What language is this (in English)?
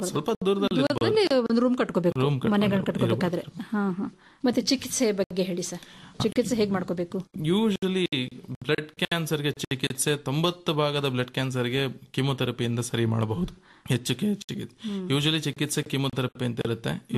Kannada